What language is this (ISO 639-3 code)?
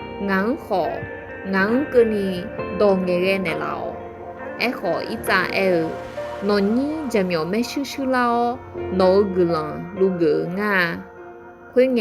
ahk